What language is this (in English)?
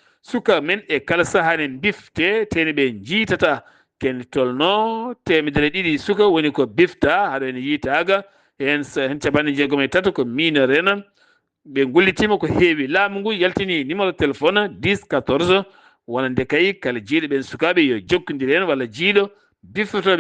Fula